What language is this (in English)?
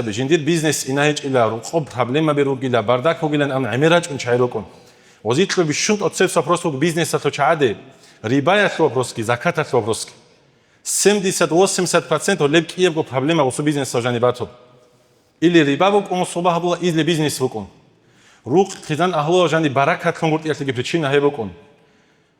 Avaric